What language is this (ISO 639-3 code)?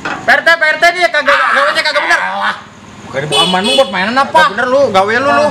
bew